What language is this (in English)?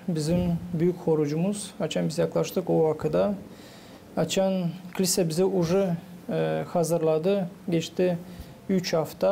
Gagauz